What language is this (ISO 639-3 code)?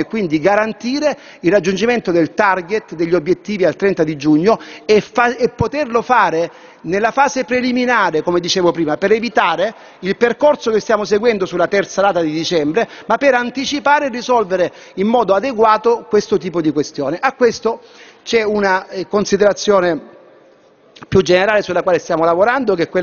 ita